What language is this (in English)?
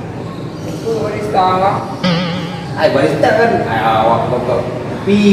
Achinese